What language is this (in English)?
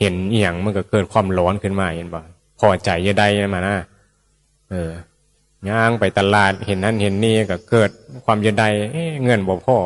Northeastern Thai